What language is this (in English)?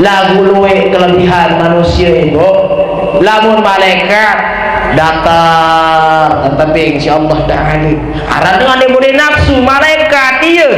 Sasak